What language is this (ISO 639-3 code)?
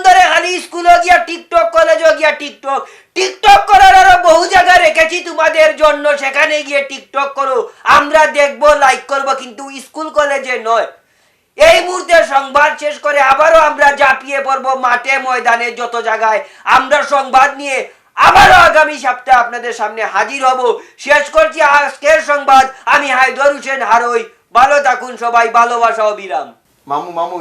syl